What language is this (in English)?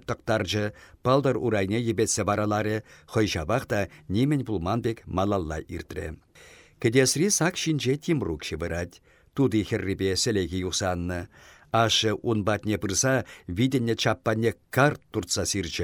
Chuvash